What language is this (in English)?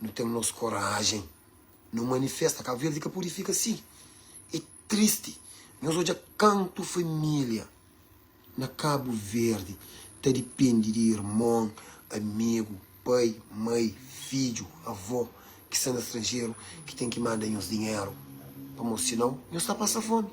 Kabuverdianu